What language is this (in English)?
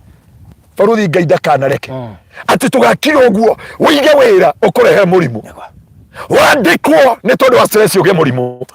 Kikuyu